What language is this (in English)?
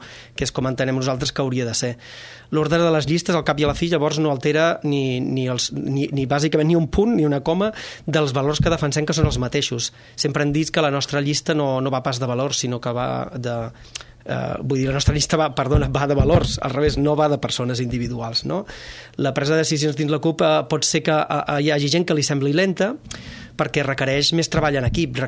Catalan